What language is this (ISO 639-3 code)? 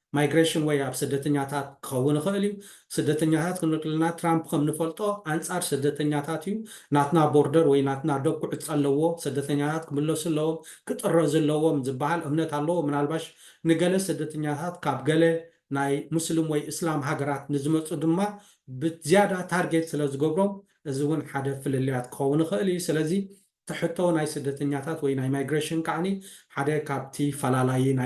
tir